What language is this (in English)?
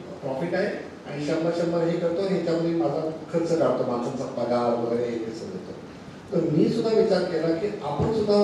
Marathi